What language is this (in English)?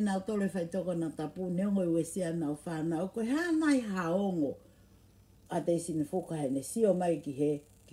Tongan